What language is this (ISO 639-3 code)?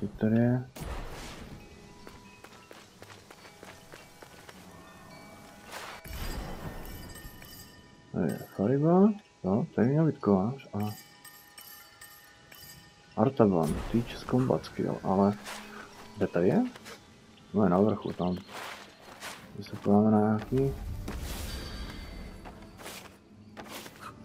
ces